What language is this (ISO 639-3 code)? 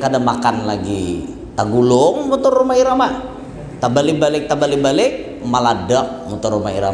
bjn